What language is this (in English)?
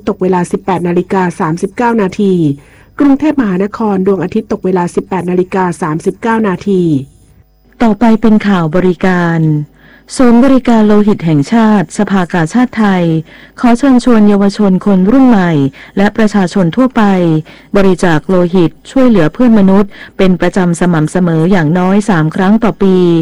Thai